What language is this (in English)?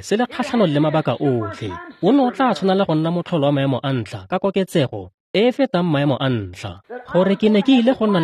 Tswana